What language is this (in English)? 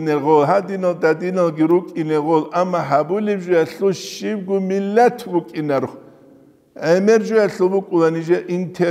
Avaric